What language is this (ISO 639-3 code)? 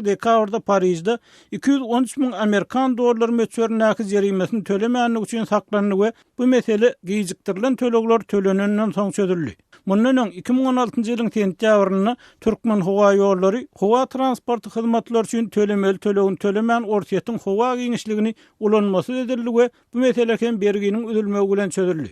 tuk